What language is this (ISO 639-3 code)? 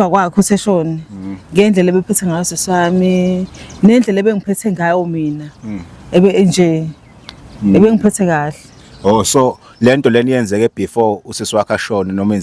zul